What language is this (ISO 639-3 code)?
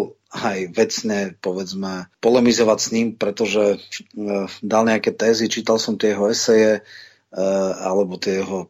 slk